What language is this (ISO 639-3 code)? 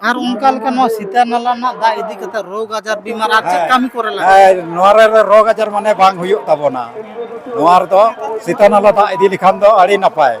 sat